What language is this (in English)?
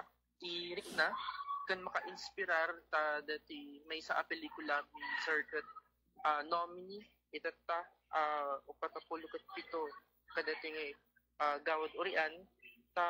Iloko